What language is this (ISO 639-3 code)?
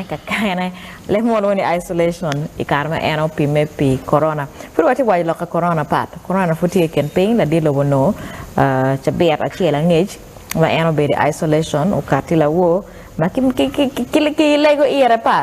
ach